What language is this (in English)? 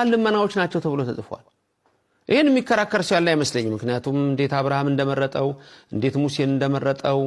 Amharic